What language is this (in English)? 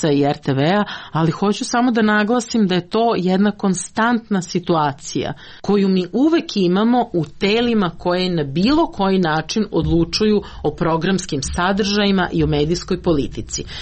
Serbian